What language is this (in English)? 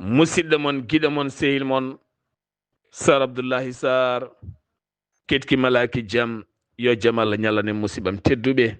Fula